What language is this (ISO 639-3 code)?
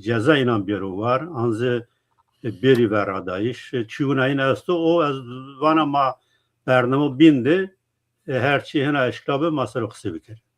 zza